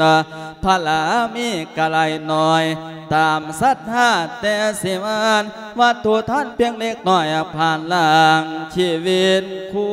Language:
Lao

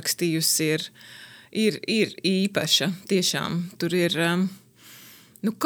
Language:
Latvian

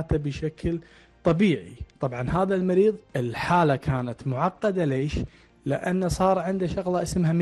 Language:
Gulf Arabic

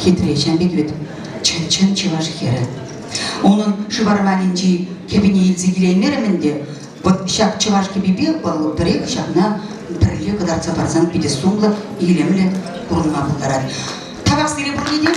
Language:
Chuvash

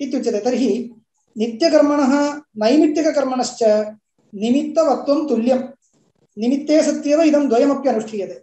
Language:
Sanskrit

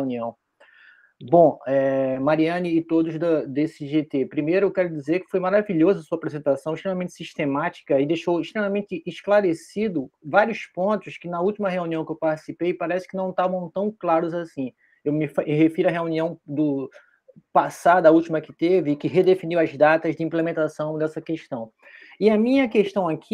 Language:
Portuguese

